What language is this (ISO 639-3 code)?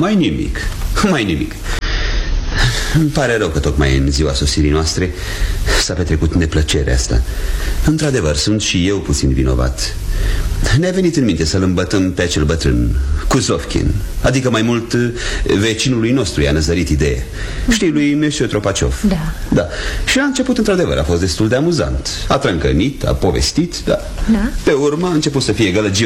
ron